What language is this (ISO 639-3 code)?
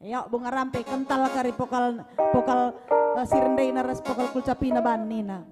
btx